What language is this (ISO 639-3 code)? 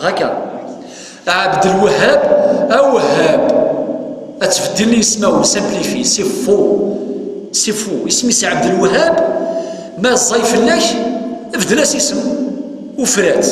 kab